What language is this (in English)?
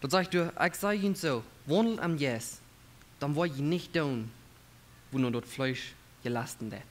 Plautdietsch